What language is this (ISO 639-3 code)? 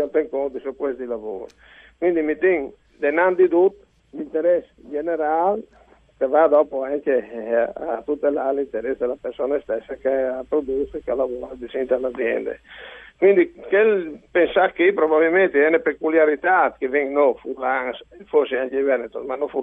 fur